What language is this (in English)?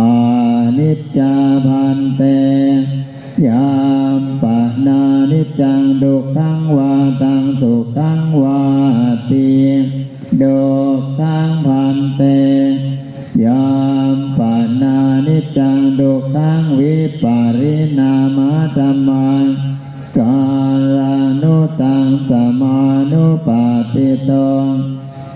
Pali